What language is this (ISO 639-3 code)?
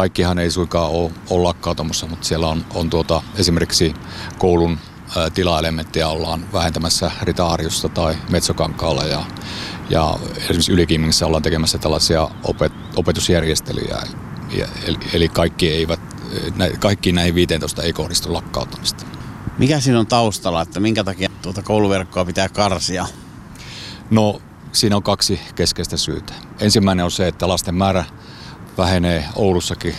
fin